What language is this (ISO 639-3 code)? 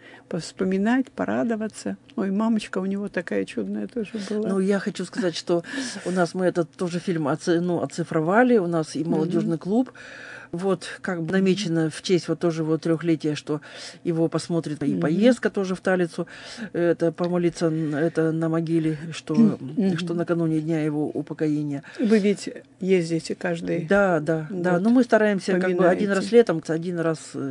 rus